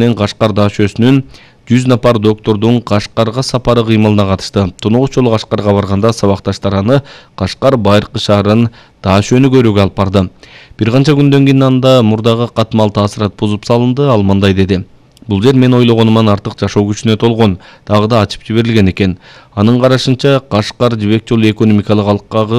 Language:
Kyrgyz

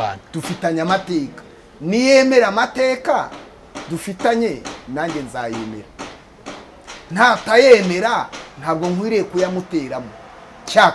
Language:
Kinyarwanda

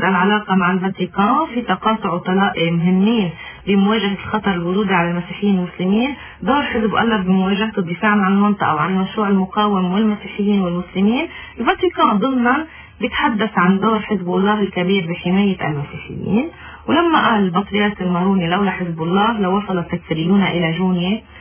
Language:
North Levantine Arabic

